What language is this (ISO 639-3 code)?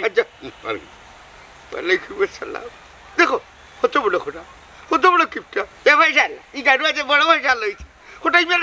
syl